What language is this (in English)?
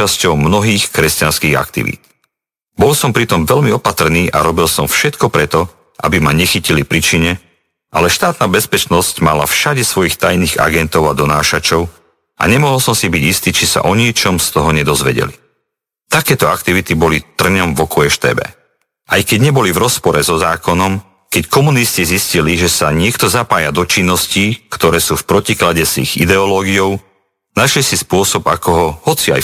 Slovak